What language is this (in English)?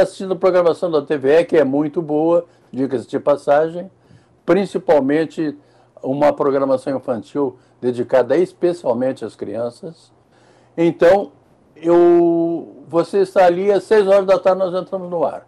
Portuguese